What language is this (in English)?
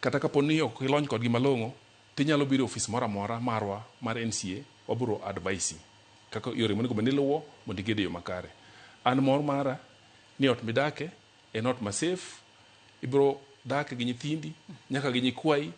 Luo (Kenya and Tanzania)